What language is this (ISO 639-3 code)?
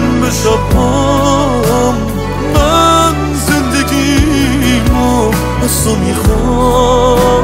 fas